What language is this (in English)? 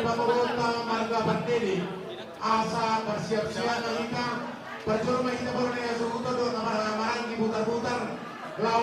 Batak Toba